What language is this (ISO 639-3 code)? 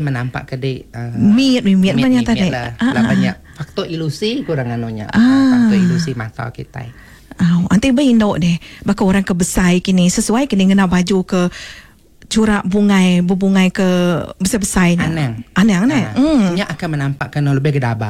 iba